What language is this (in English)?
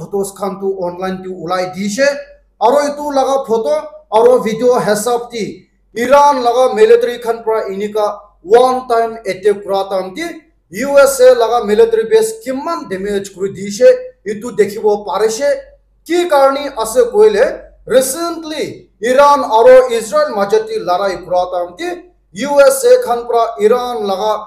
Naga Pidgin